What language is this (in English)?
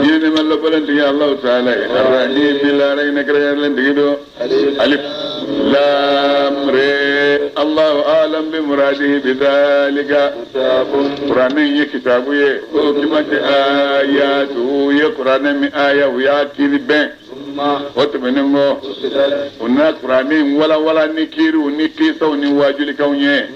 Bambara